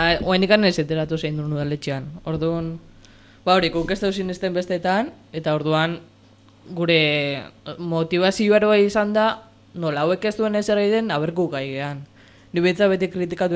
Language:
Basque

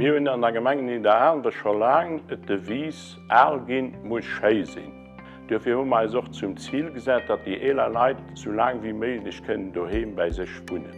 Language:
Luxembourgish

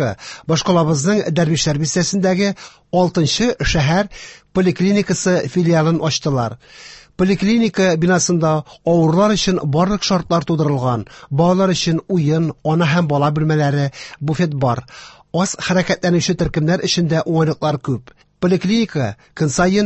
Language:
Tatar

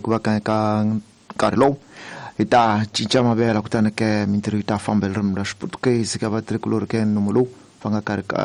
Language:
Tsonga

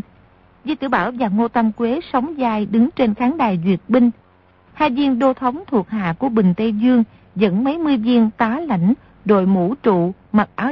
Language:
Vietnamese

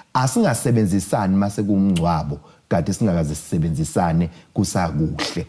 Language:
Zulu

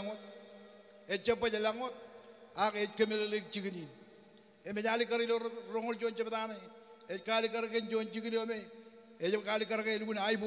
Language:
Marshallese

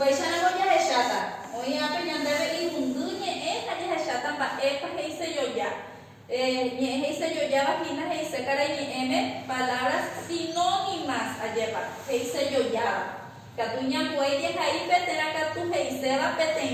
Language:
Guarani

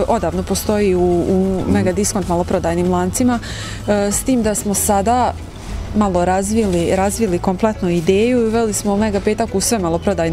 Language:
Bosnian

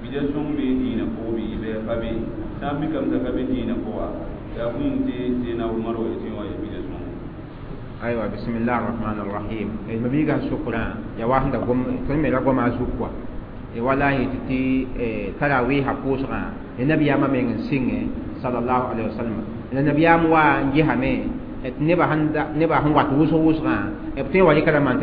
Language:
Mossi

